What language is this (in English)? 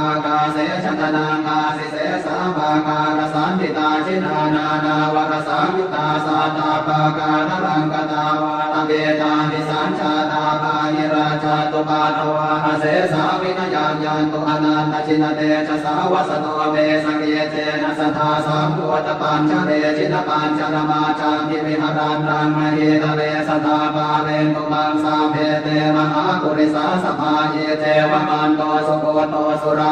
Pali